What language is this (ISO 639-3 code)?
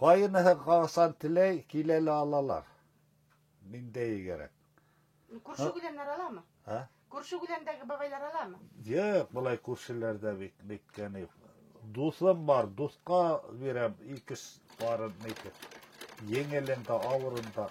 bak